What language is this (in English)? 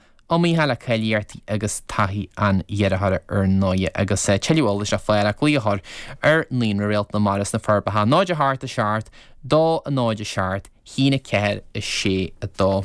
Irish